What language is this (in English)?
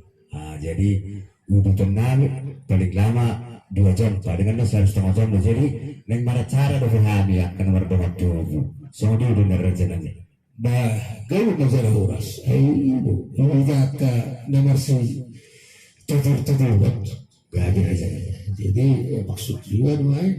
Batak Toba